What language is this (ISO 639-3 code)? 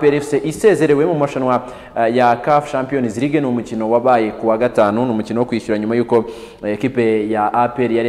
kin